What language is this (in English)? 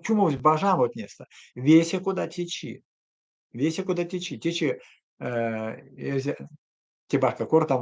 Erzya